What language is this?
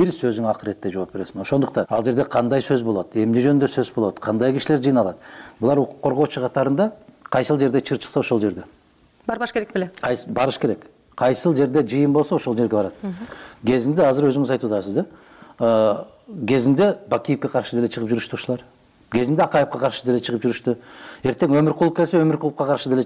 Kyrgyz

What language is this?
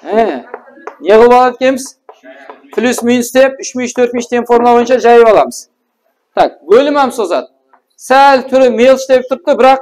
Kara-Kalpak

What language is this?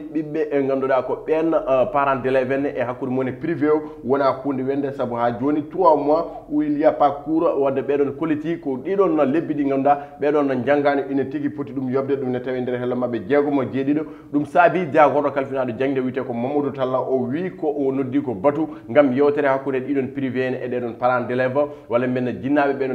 Fula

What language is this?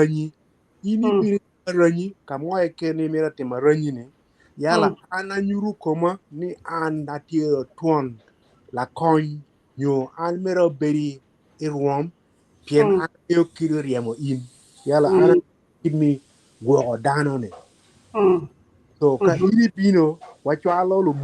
Acoli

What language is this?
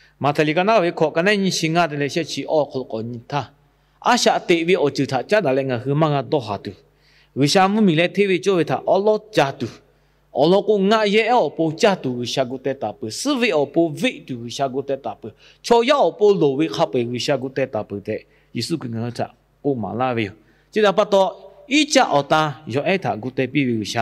Lahu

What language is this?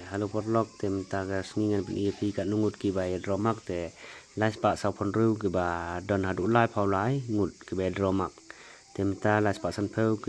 Khasi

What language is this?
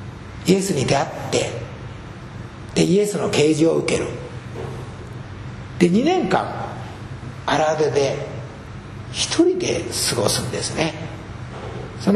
Japanese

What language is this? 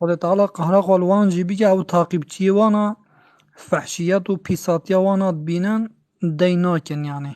Kurdish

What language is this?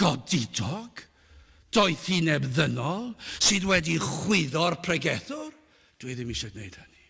Welsh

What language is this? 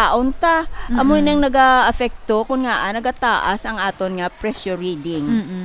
Hiligaynon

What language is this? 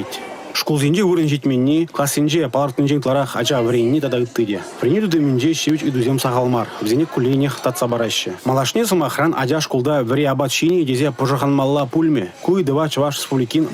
Chuvash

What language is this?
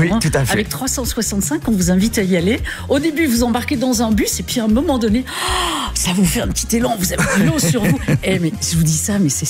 French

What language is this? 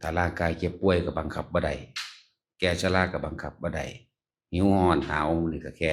Northeastern Thai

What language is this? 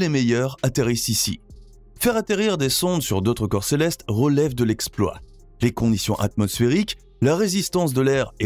French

